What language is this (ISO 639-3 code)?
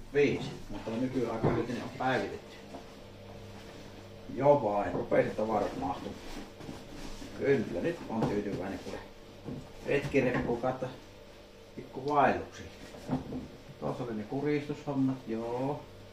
fin